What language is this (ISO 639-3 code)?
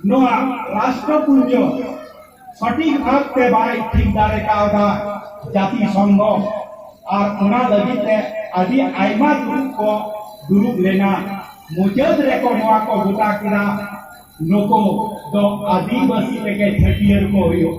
sat